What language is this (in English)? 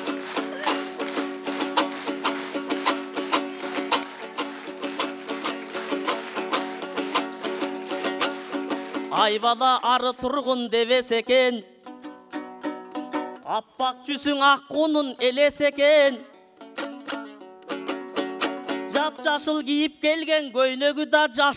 Kyrgyz